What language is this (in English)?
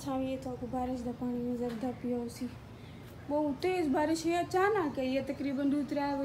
Saraiki